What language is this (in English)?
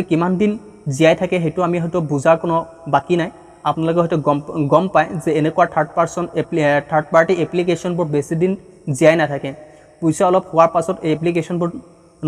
Assamese